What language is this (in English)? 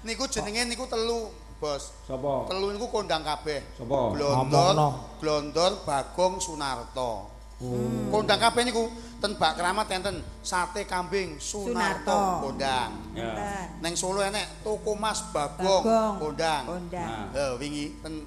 Javanese